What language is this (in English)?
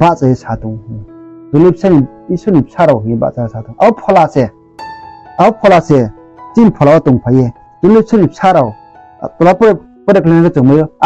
Riang (India)